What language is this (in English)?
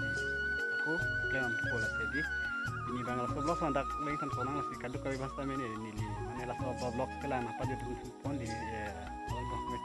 Karbi